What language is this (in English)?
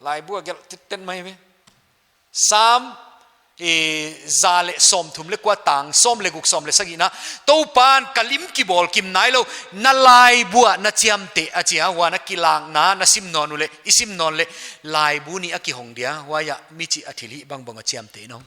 Paite Chin